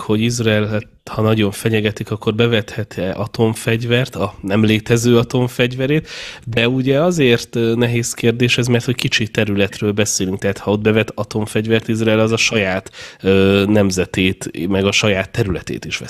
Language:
Hungarian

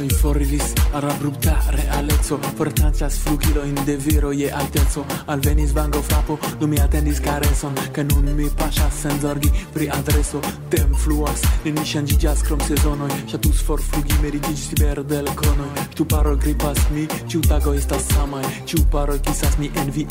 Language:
Esperanto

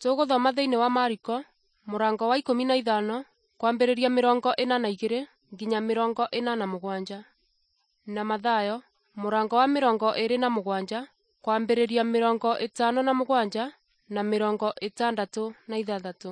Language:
Kikuyu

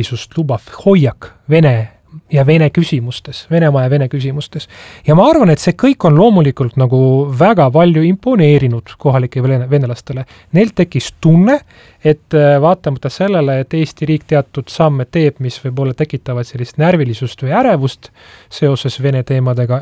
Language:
Estonian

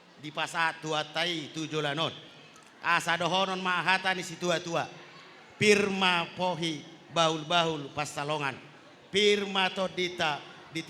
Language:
Batak Toba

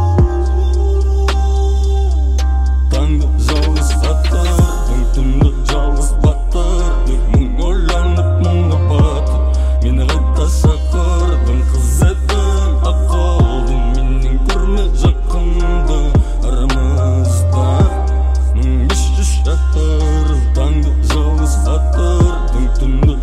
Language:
Kazakh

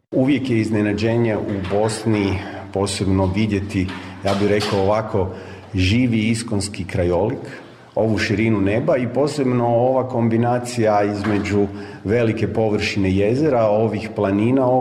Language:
Bosnian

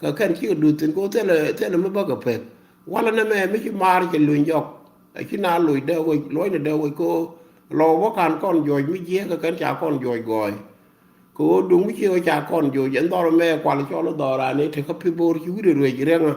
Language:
Nuer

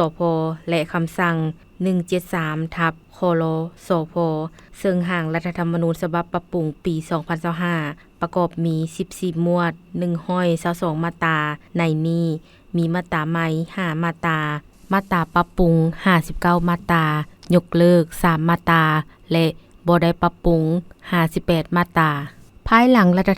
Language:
Lao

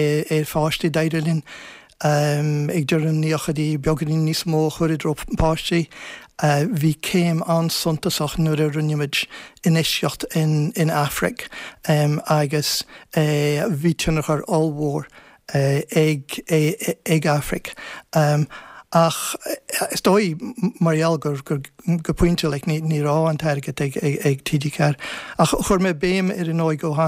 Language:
Irish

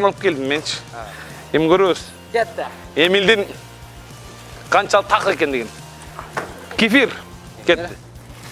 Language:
Kyrgyz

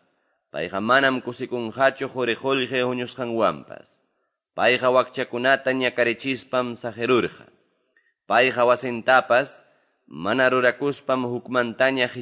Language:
Ayacucho Quechua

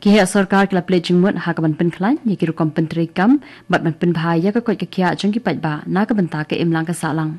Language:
Khasi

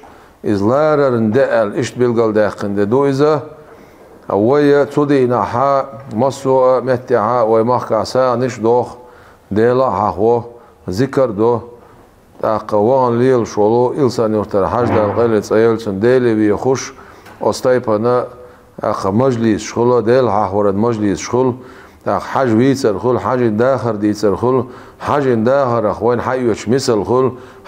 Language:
Chechen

